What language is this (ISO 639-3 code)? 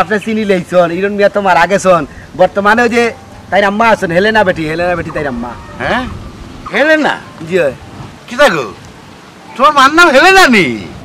syl